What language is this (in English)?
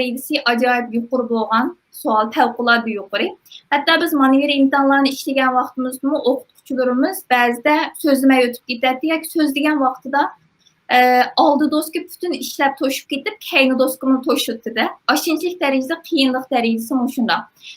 Uyghur